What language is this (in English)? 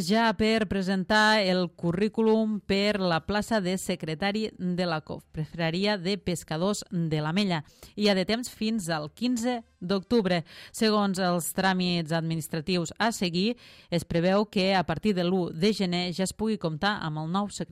Catalan